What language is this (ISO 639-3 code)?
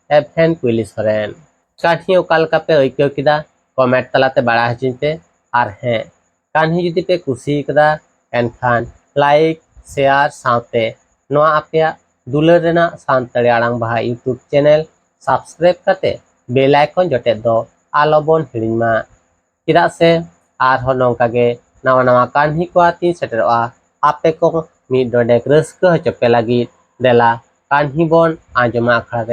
sat